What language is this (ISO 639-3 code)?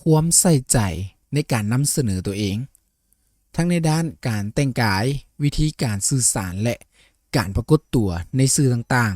lao